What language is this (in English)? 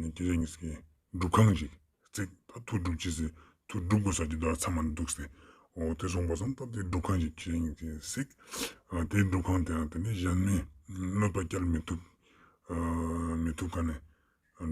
Ladakhi